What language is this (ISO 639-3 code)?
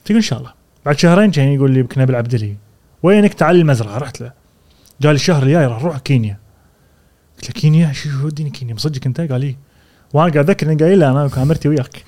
afb